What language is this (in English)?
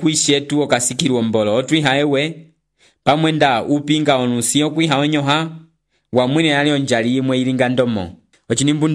Umbundu